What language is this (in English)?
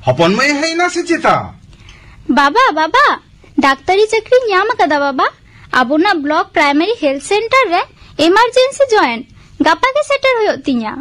Santali